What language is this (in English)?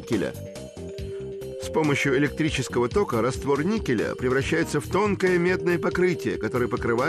Russian